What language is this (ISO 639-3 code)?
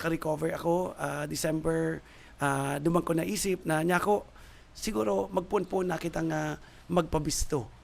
bik